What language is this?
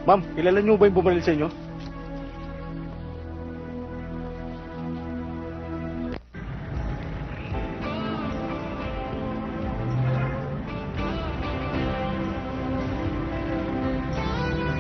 Filipino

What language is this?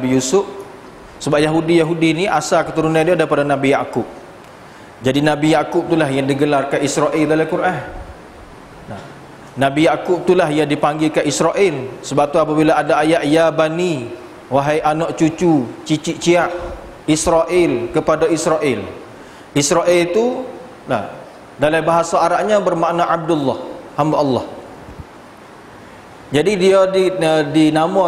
Malay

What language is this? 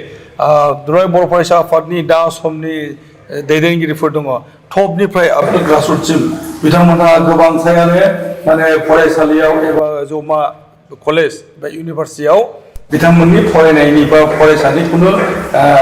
Bodo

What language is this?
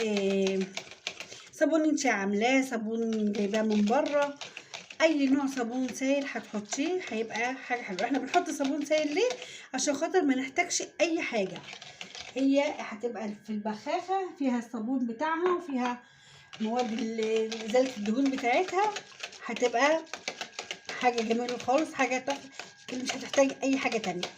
Egyptian Arabic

